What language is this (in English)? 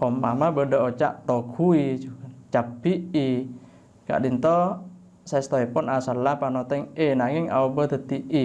Madurese